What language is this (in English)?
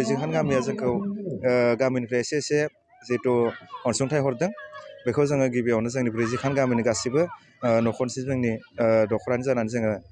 Bodo